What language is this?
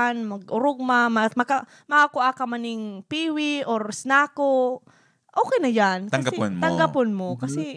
Bikol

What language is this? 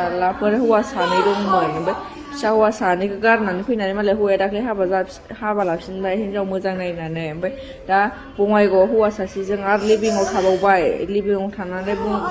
Bodo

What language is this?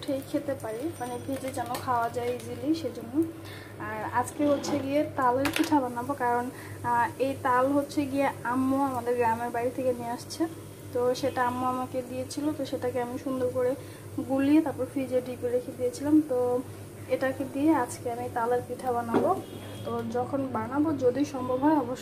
Bangla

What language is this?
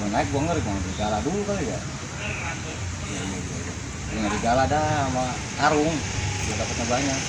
Betawi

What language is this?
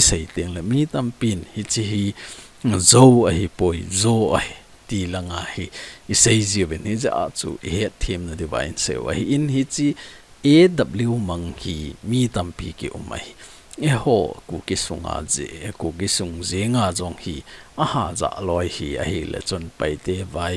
Thado Chin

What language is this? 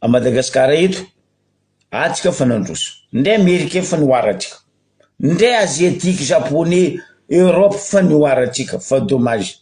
Malagasy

